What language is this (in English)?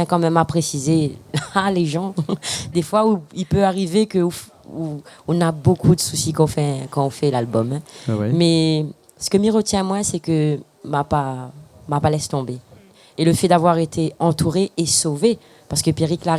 Réunion Creole French